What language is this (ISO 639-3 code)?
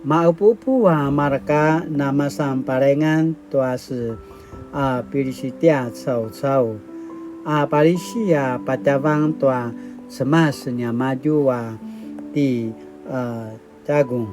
pwn